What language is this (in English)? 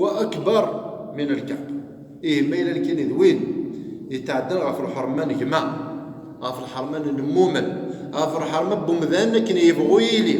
Kabyle